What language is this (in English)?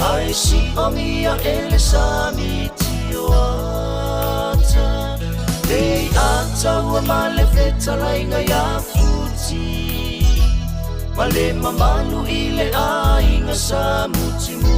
Samoan